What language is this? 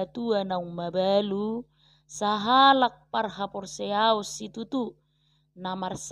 Batak Toba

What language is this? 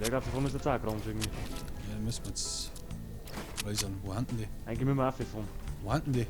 Bavarian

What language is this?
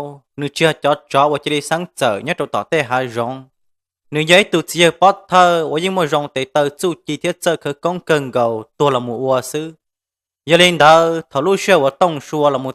Hmong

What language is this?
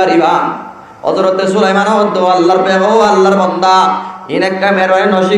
Rohingya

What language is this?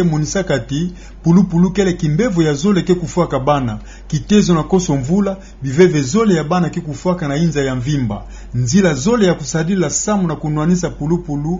Kituba (Democratic Republic of Congo)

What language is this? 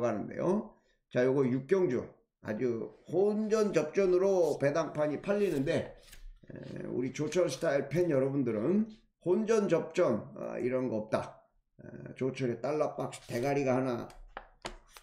Korean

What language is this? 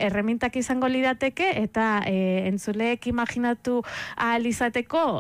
Basque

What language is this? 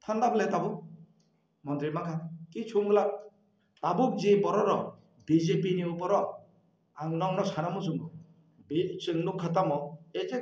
Kok Borok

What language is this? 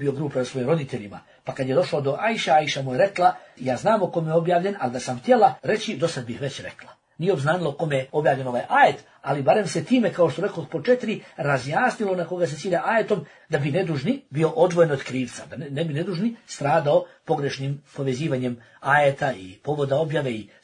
Bosnian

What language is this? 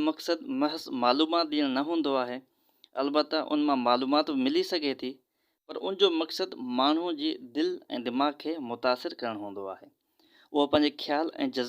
Sindhi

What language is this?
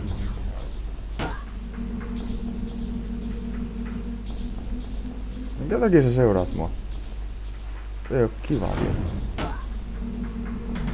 Finnish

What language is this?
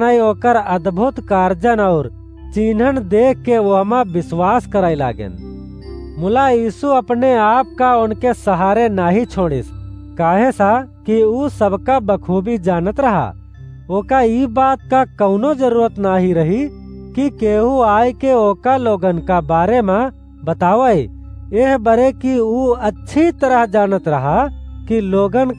Awadhi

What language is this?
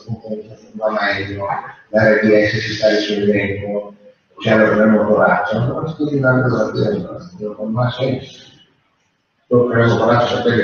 Italian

